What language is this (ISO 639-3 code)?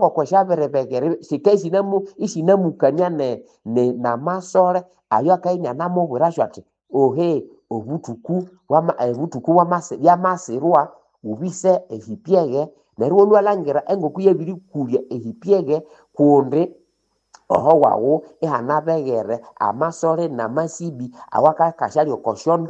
nnb